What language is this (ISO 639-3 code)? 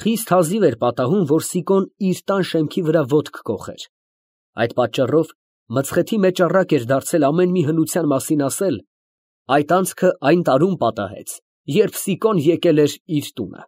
hye